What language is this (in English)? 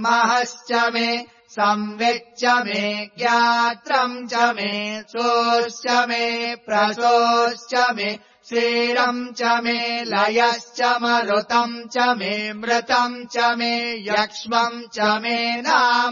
Sanskrit